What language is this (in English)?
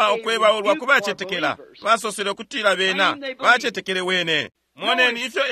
Bemba